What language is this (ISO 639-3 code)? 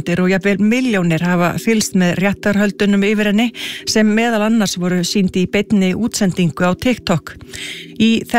isl